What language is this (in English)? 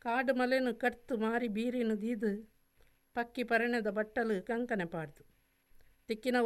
Tulu